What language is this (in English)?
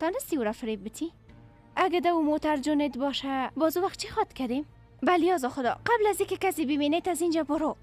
Persian